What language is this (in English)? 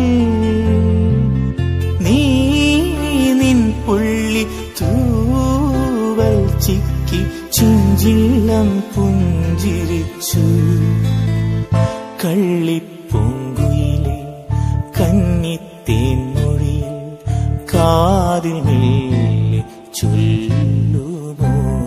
Malayalam